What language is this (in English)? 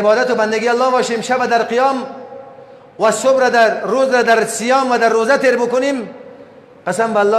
Persian